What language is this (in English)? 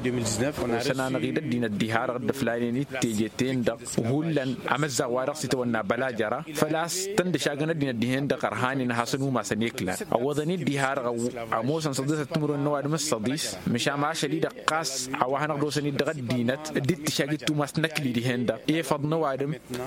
Tamasheq